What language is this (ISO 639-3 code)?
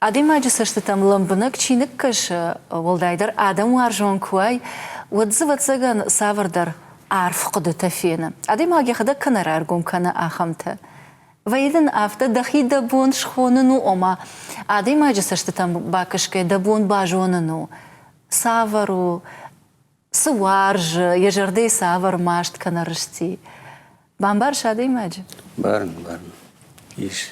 oss